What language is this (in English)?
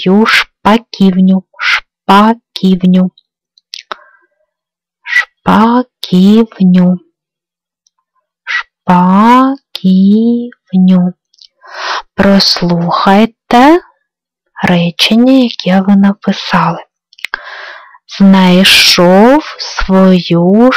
Ukrainian